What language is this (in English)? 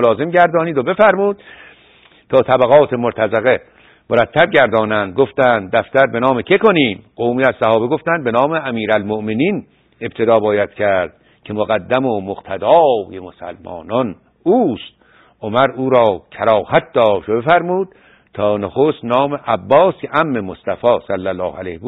Persian